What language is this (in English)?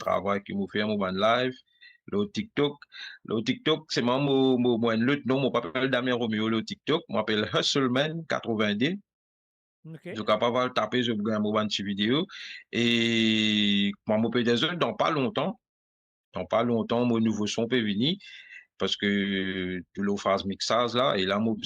Morisyen